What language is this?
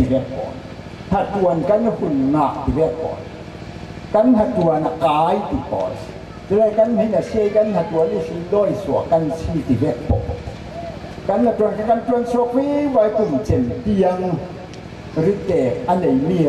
Falam Chin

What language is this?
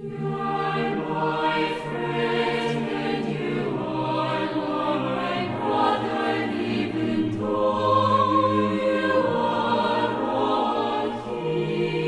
South Bolivian Quechua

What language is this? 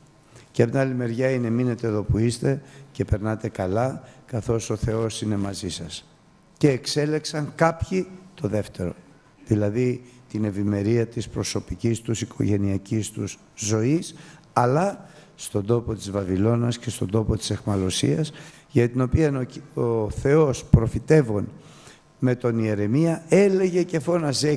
Greek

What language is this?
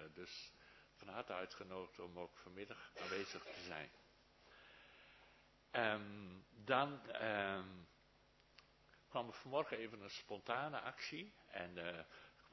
Dutch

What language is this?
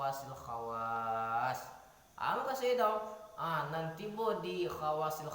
Minangkabau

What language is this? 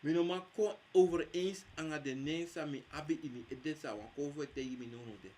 Sranan Tongo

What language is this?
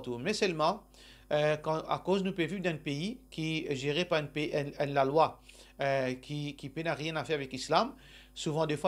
Morisyen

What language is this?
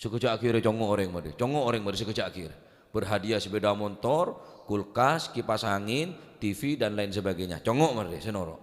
Madurese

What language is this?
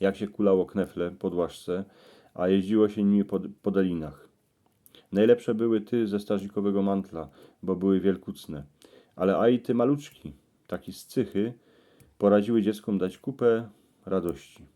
Silesian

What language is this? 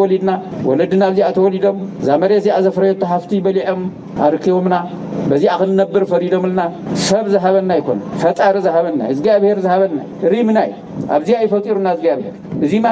Tigrinya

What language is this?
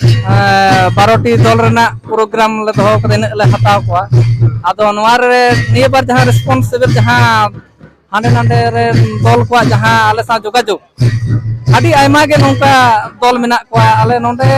Santali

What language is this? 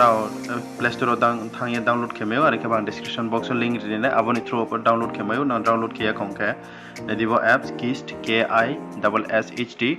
Riang (India)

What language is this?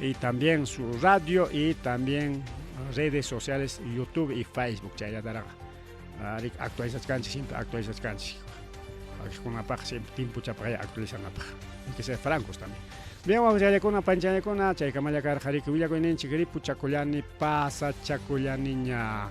Ayacucho Quechua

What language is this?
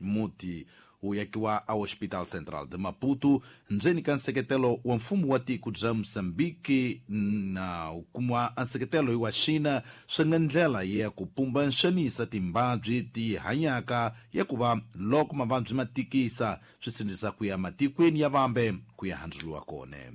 Tsonga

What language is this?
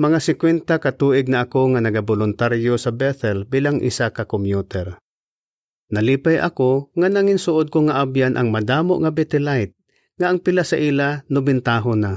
Hiligaynon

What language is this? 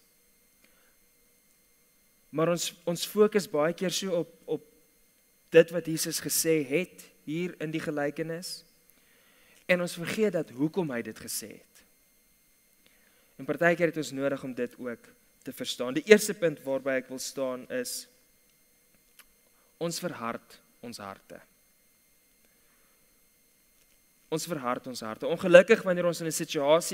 Afrikaans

